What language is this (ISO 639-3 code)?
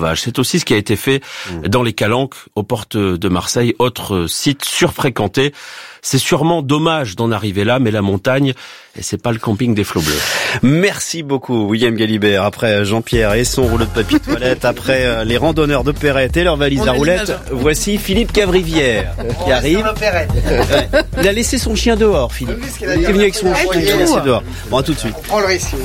fra